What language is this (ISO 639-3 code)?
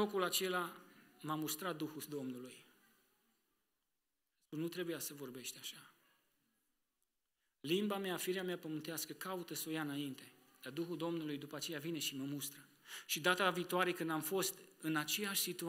ron